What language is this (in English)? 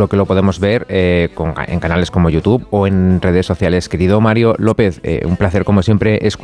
Spanish